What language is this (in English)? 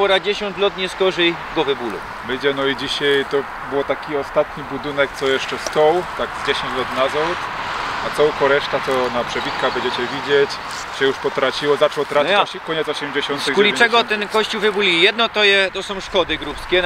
Silesian